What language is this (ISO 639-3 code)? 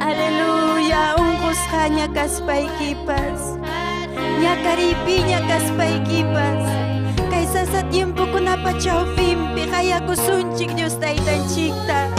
quy